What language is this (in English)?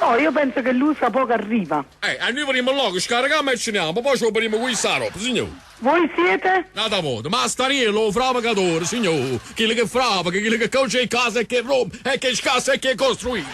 Neapolitan